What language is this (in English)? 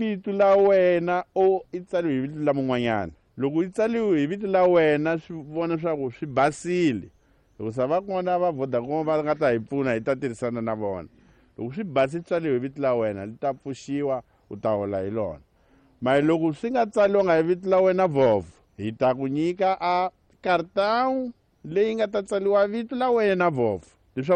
Tsonga